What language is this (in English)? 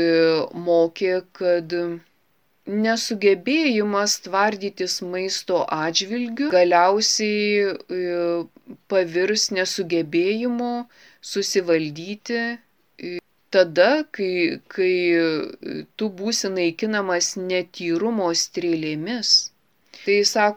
Lithuanian